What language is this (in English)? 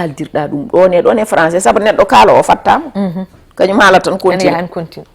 Fula